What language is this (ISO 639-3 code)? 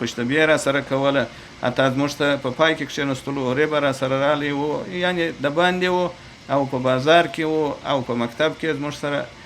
pus